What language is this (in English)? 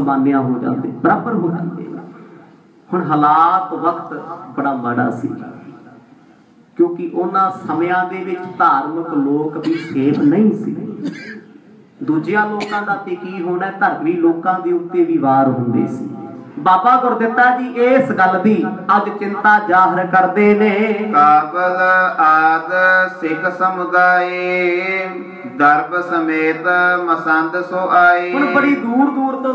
Punjabi